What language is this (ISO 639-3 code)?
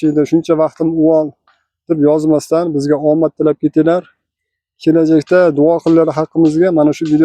uzb